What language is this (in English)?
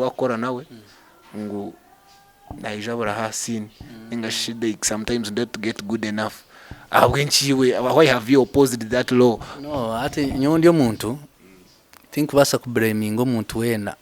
Nyankole